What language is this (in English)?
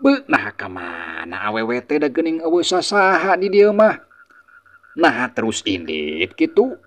Sundanese